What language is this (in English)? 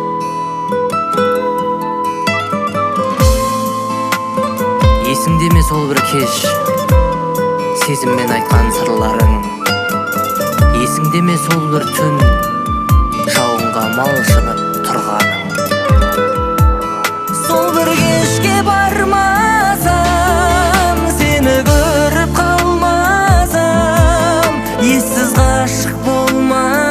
Kazakh